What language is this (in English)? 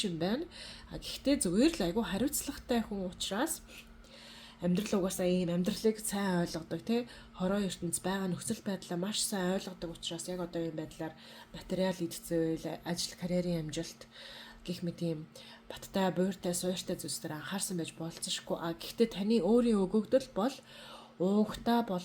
Mongolian